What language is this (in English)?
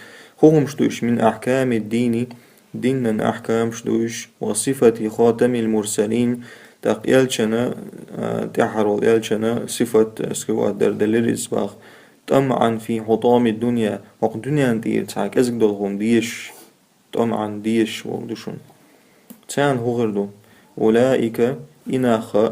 Chechen